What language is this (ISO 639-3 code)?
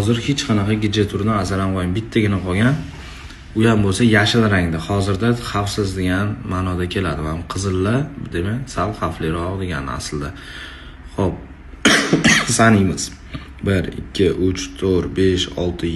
uzb